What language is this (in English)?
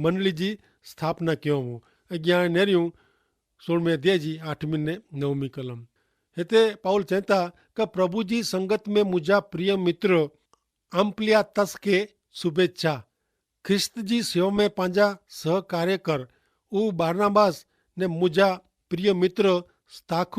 Kachhi